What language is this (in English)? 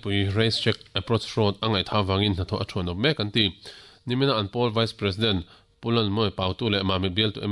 Mizo